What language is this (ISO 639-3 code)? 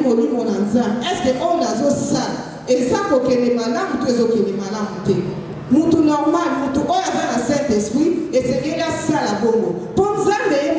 lin